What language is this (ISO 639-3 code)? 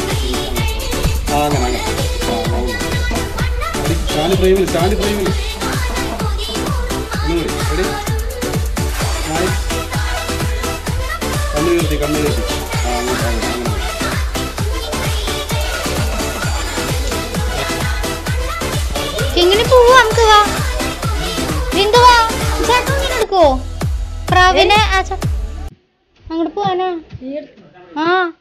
mal